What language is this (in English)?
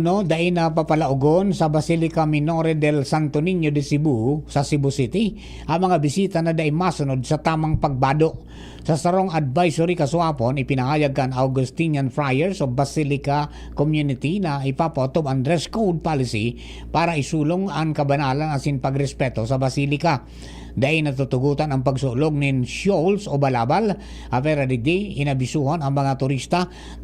Bikol